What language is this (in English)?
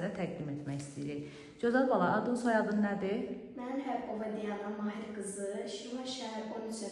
Azerbaijani